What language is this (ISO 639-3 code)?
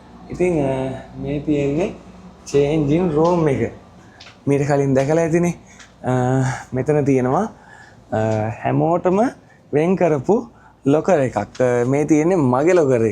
sin